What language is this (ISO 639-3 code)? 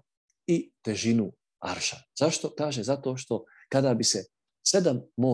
bos